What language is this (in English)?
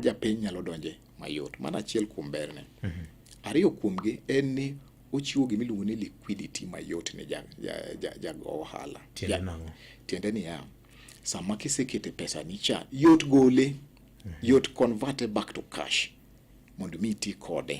Luo (Kenya and Tanzania)